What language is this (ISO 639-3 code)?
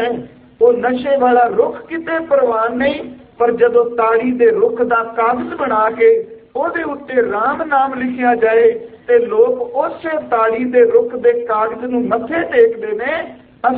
pan